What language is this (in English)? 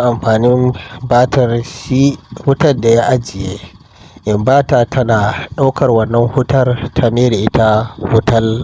Hausa